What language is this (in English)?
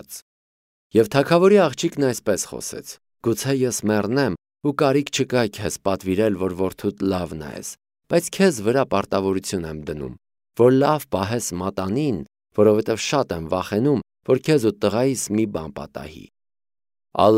Armenian